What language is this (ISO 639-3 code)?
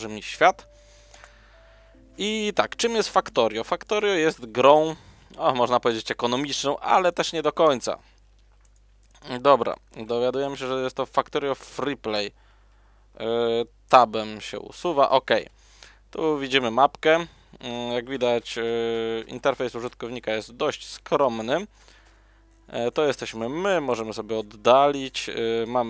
pol